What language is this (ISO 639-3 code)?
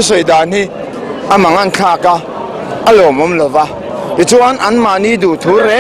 lus